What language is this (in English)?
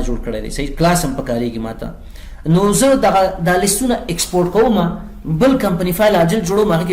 Pashto